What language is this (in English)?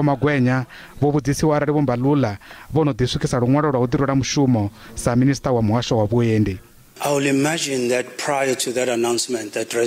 Venda